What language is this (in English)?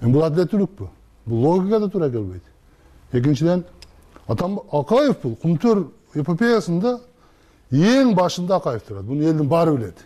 Kyrgyz